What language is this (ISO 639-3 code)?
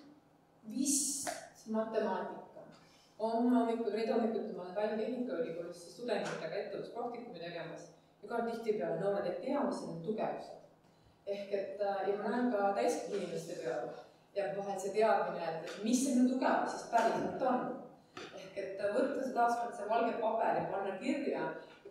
est